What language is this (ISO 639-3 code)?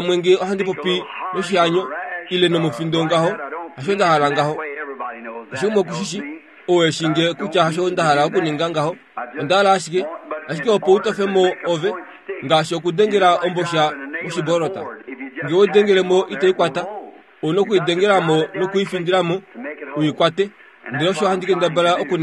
kua